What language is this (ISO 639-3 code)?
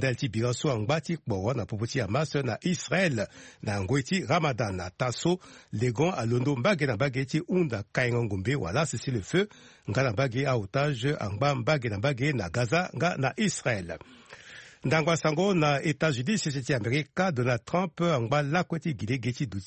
sag